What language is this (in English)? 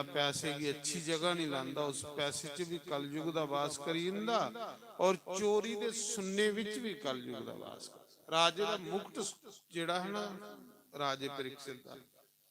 Dogri